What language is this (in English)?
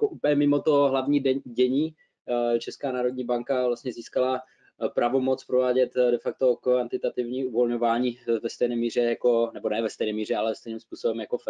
Czech